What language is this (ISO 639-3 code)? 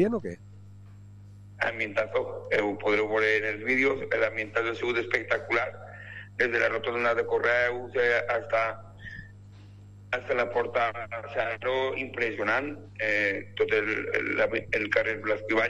cat